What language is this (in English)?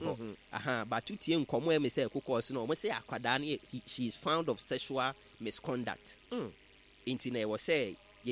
Akan